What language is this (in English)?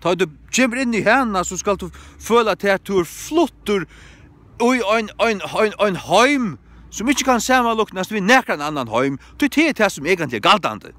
Faroese